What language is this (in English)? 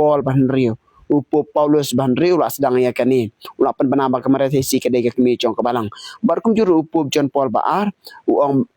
Khasi